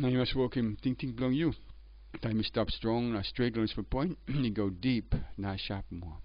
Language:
Tok Pisin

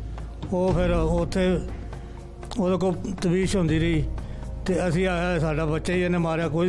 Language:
Punjabi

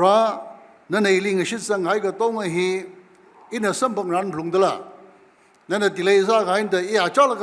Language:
Tangkhul Naga (India)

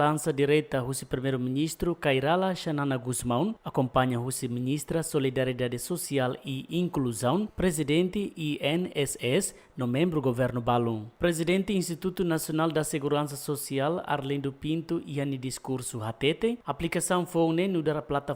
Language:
Tetum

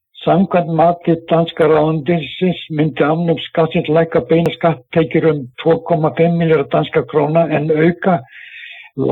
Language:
Icelandic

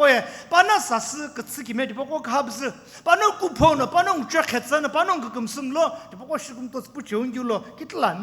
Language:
Sumi Naga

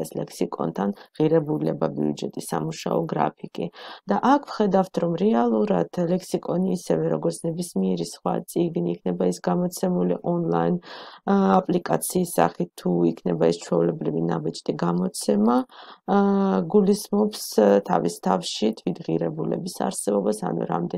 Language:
Georgian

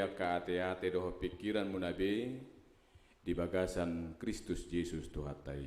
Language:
Batak Toba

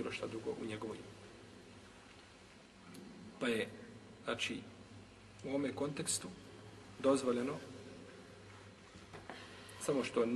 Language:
Bosnian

